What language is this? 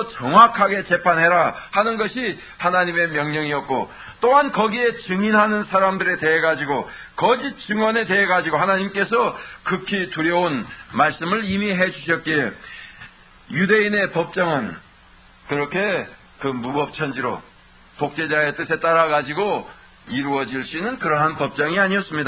Korean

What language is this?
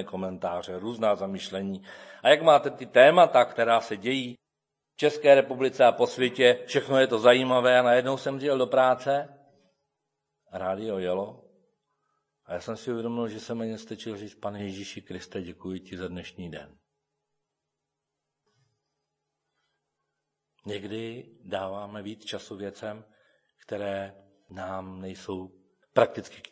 Czech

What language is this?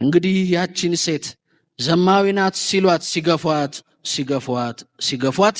Amharic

